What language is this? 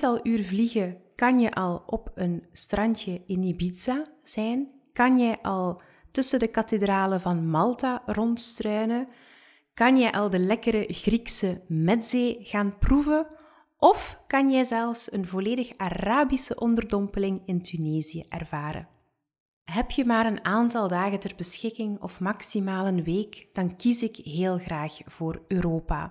Dutch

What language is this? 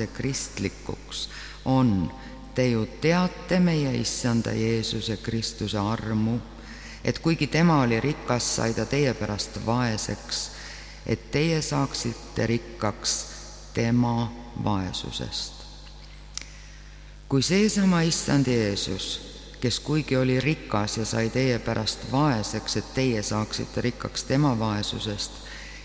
Estonian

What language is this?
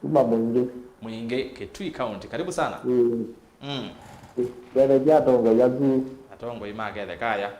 Kamba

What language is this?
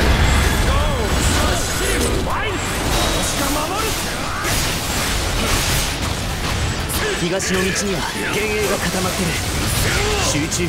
Japanese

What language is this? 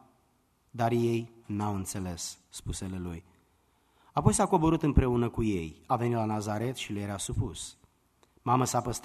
Romanian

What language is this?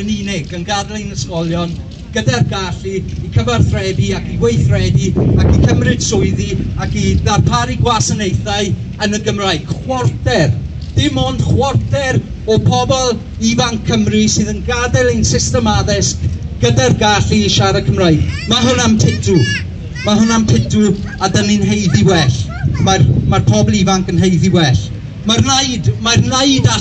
Welsh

